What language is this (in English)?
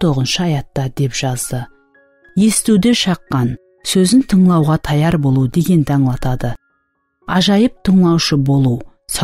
Kara-Kalpak